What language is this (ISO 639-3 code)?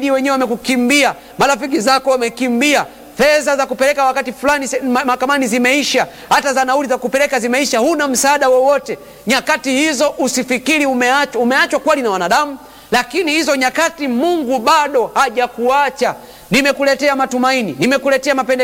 swa